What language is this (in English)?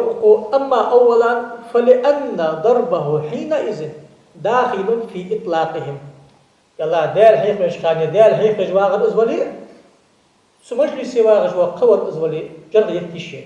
Ingush